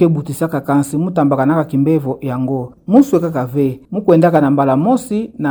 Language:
Kituba (Democratic Republic of Congo)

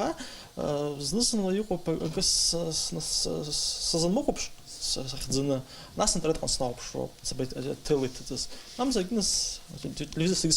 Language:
Abkhazian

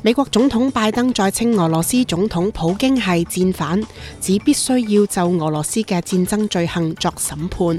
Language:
Cantonese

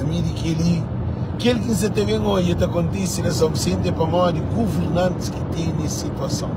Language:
Kabuverdianu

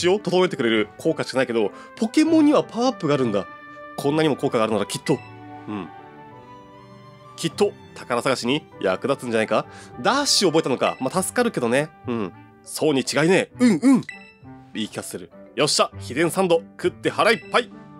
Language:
Japanese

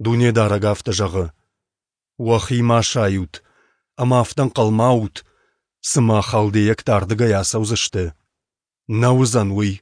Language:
Ossetic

